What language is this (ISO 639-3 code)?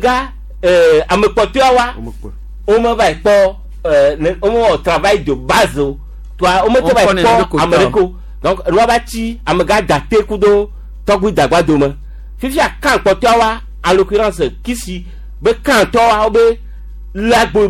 gej